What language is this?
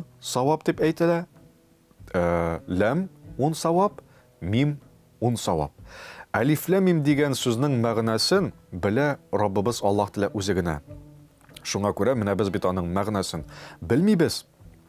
Tatar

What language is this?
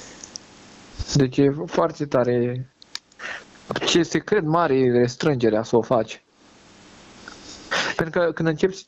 Romanian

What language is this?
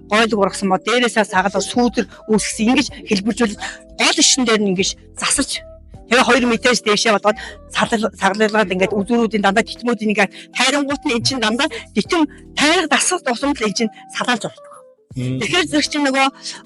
Mongolian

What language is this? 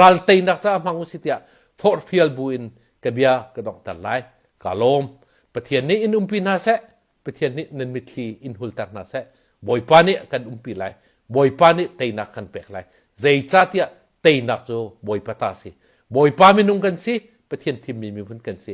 Hakha Chin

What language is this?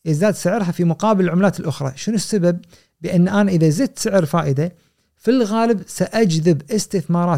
Gulf Arabic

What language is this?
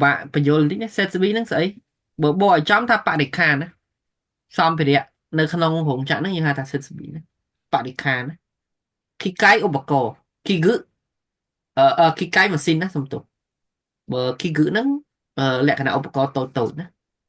Khmer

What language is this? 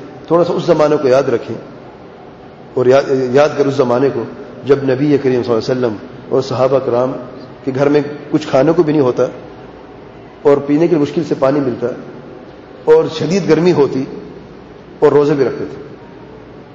Urdu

